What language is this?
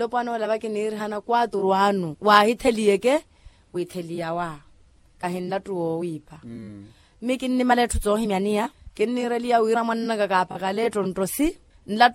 Makhuwa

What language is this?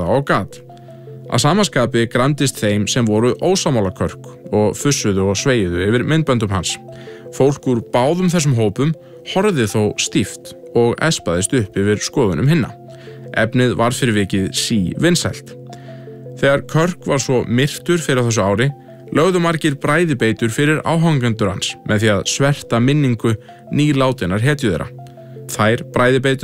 Icelandic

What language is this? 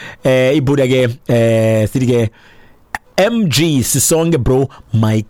Xhosa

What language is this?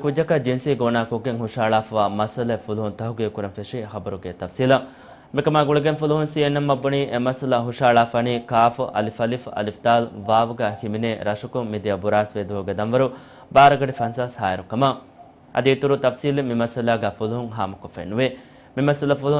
Divehi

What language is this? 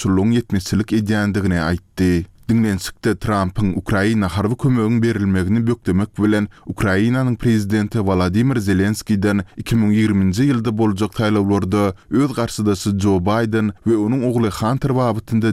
Turkmen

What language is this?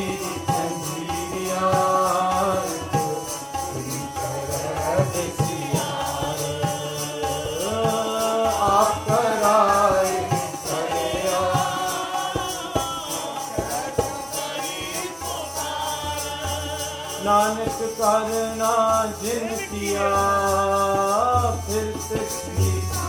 Punjabi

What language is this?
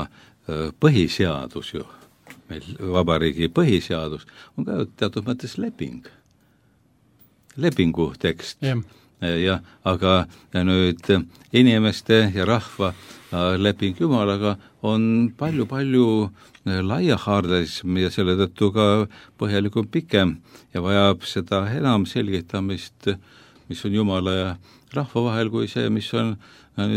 Estonian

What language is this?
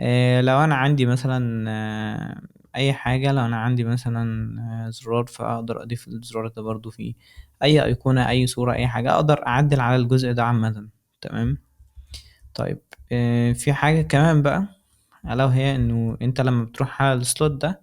Egyptian Arabic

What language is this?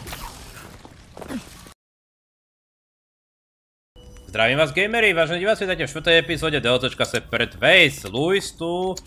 Slovak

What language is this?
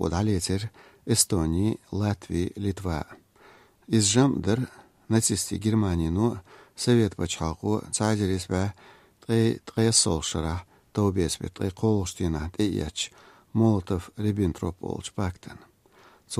Chechen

